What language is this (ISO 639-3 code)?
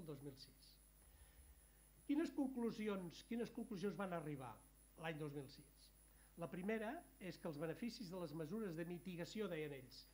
cat